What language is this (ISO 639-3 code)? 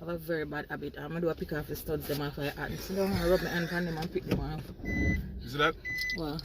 jam